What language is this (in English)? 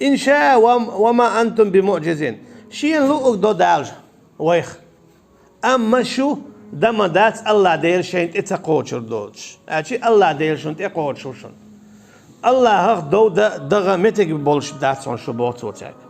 Chechen